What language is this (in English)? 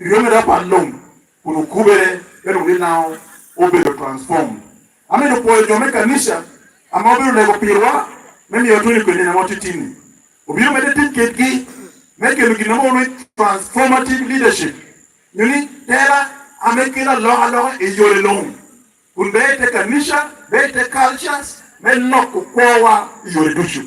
Lango (Uganda)